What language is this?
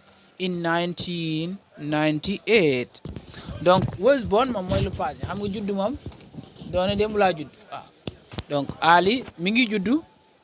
Wolof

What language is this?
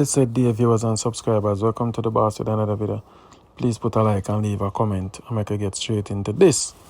Jamaican Creole English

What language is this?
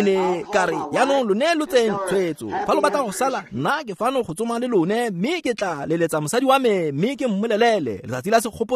Tswana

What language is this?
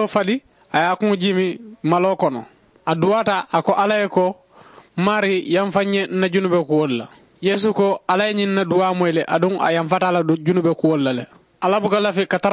Mandingo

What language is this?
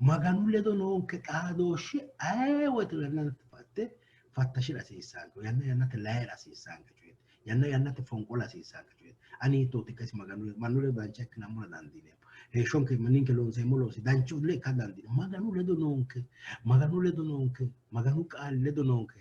Sidamo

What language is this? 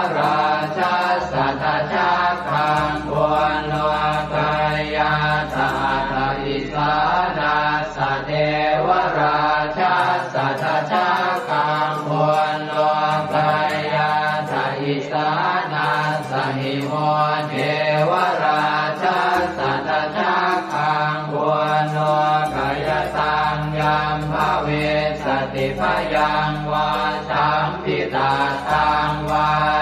Pali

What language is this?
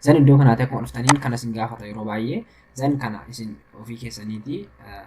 Oromo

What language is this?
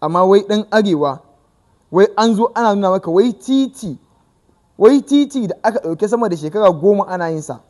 Hausa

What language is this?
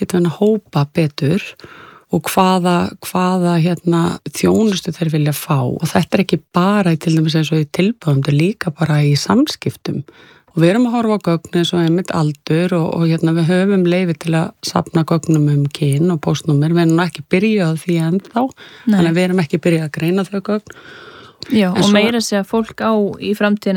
Icelandic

